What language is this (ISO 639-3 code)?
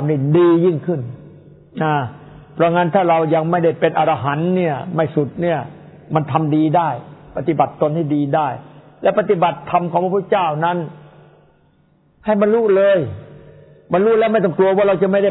tha